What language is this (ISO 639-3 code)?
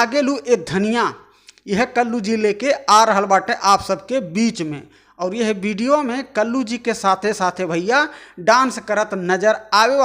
bho